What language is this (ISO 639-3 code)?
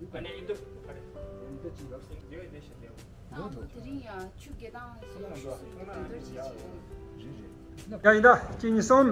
bod